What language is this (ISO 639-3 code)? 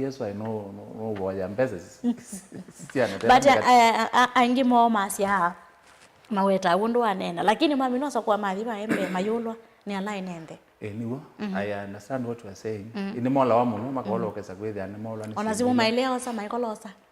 kam